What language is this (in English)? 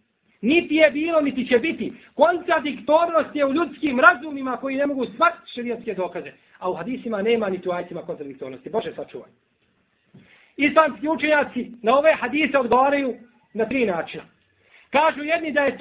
Bosnian